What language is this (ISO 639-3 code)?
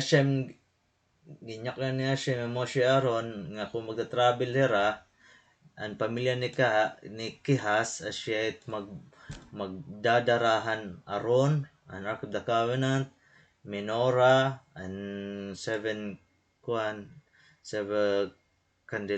war